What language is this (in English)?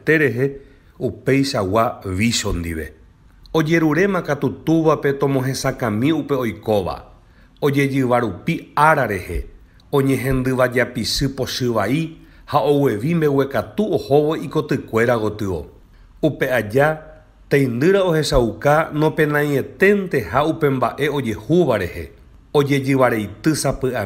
Guarani